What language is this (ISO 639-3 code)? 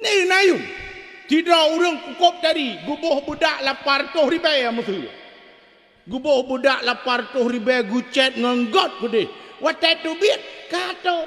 ace